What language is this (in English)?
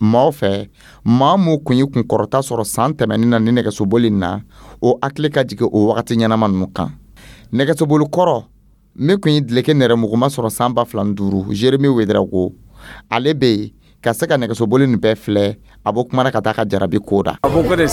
Dyula